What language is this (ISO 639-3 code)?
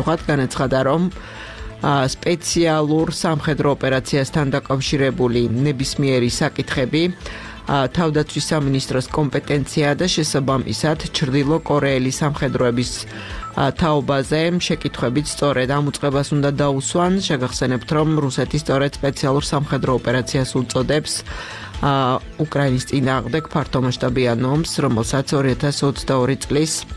kat